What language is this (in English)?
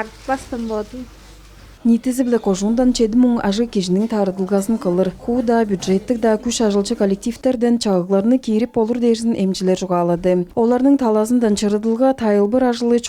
Tuvinian